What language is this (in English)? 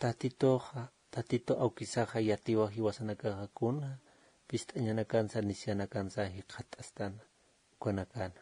Aymara